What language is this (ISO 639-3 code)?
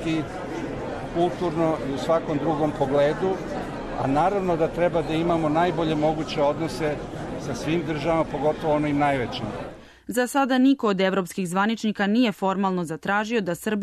srp